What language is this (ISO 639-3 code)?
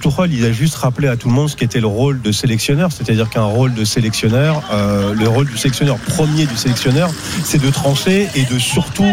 fra